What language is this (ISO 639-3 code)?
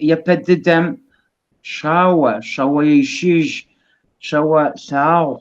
kbd